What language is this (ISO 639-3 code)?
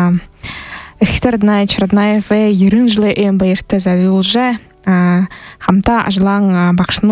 bua